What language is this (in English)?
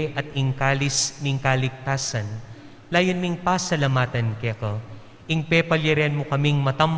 Pampanga